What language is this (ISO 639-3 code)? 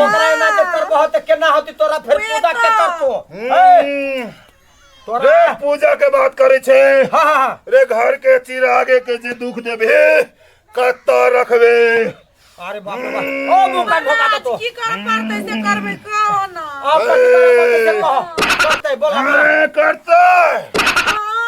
mai